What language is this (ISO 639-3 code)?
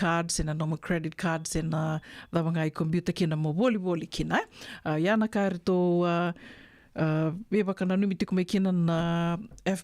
fij